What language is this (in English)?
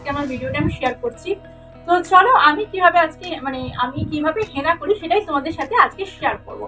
Bangla